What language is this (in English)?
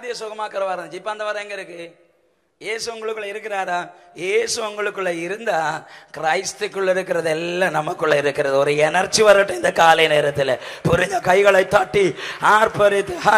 Tamil